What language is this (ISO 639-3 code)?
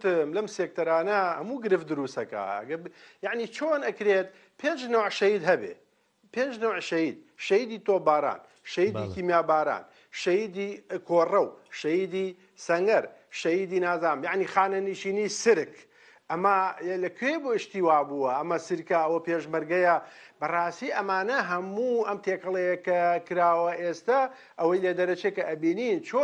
ckb